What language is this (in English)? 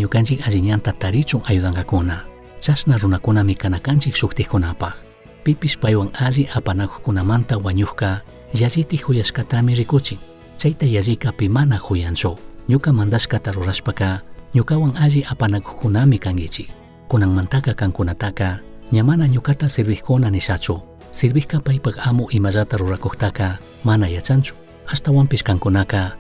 Chimborazo Highland Quichua